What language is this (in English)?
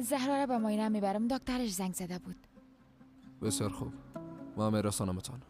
Persian